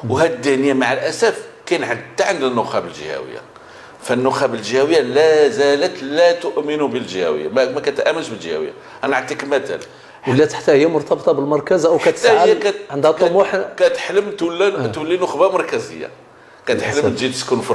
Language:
Moroccan Arabic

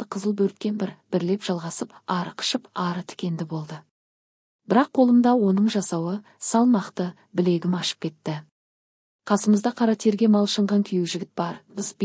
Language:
Kazakh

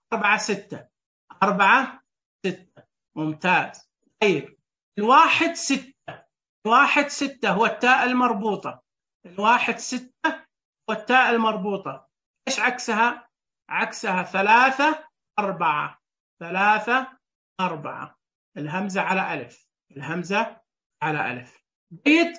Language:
Najdi Arabic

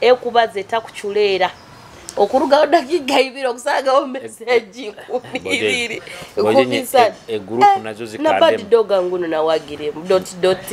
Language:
Nyoro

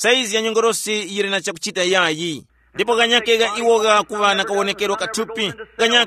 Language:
Tumbuka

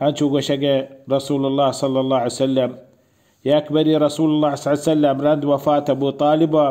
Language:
Baluchi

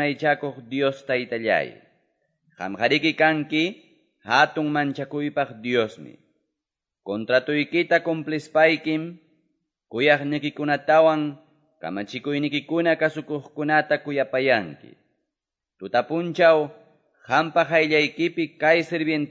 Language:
Ayacucho Quechua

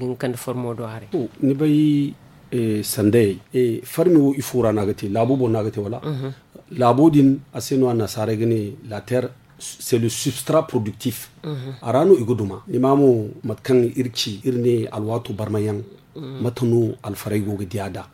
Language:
Zarma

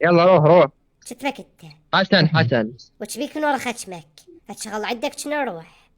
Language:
Mesopotamian Arabic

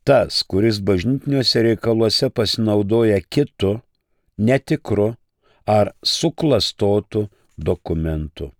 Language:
Lithuanian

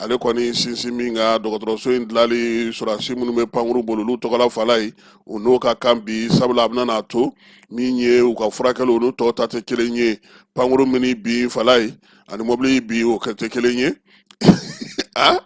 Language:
Bambara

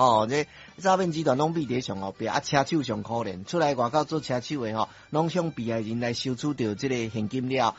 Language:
Min Nan Chinese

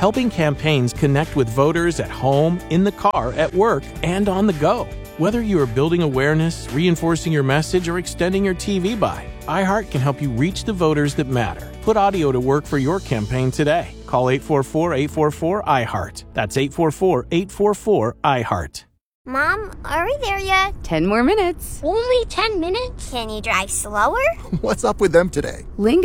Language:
English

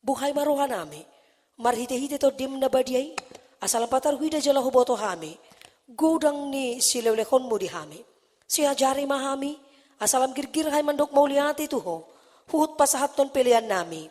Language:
Batak Toba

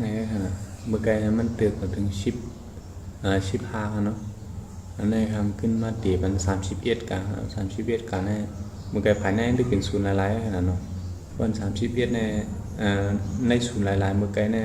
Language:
Shan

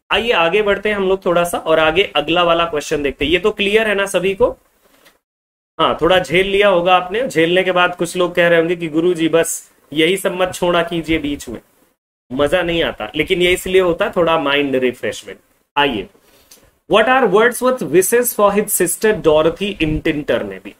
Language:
Hindi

